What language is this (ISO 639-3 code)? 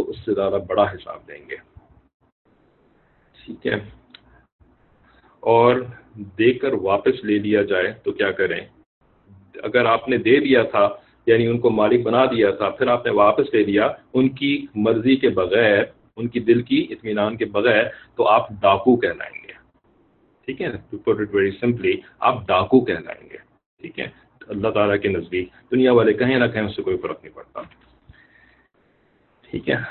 urd